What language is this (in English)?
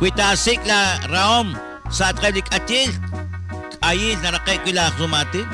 Kekchí